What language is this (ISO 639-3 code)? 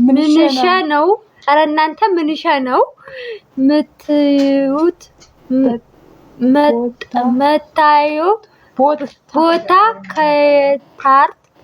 amh